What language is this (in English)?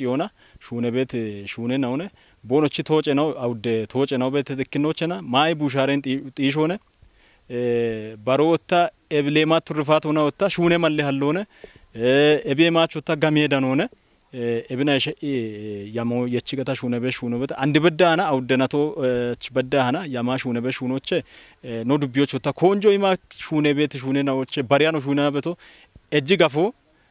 Kafa